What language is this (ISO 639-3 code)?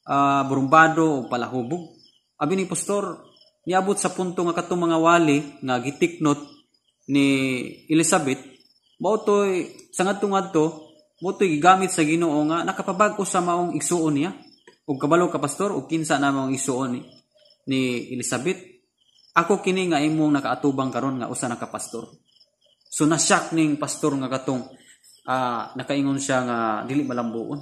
ceb